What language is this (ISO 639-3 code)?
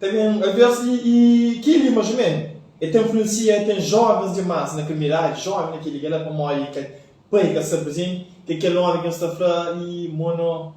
kea